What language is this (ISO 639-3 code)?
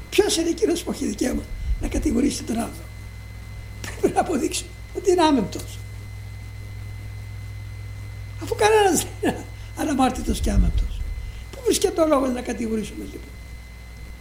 ell